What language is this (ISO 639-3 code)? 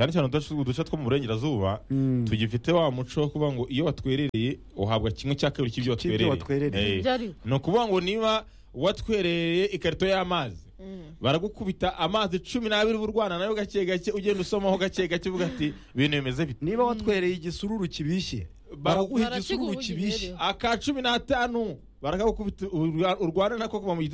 kin